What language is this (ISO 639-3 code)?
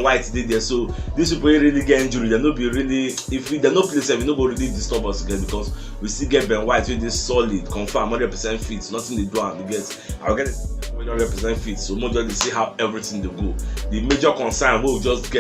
pcm